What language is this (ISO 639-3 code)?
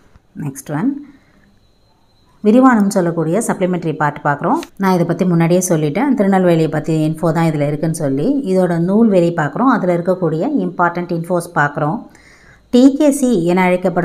tam